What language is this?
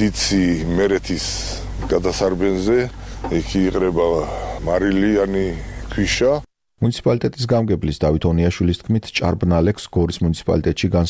Georgian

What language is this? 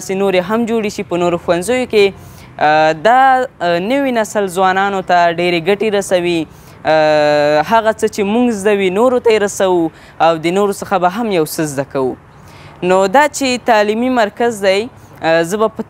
Pashto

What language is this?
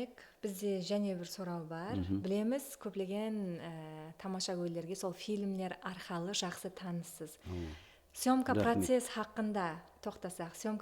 Kara-Kalpak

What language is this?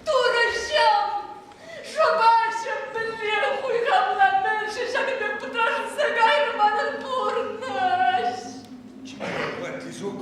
Chuvash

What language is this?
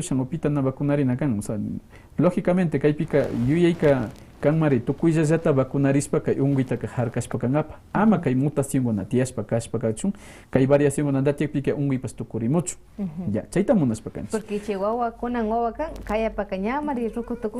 Quechua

